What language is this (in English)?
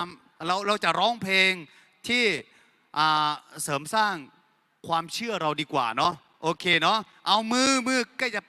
Akha